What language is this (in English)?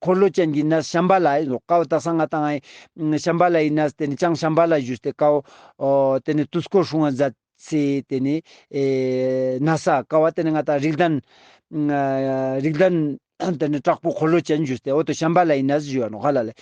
Ladakhi